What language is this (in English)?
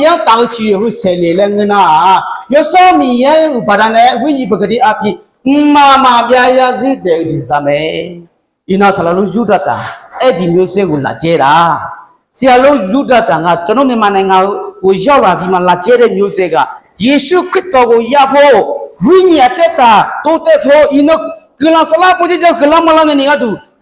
Akha